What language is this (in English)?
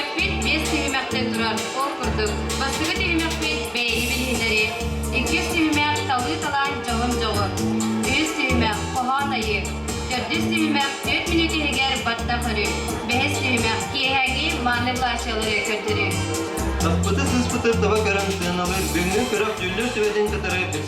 Yakut